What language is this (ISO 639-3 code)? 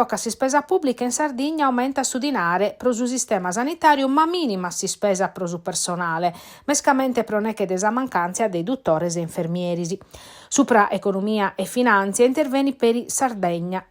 srd